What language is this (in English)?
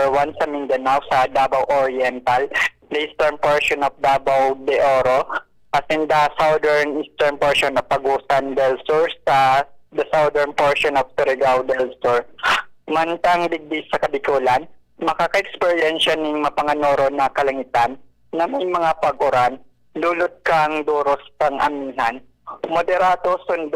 Bikol